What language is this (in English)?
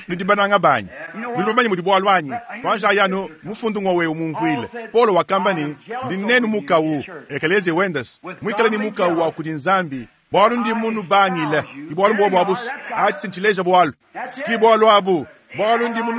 Luba-Lulua